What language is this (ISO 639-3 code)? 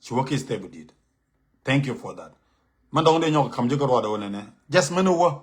nus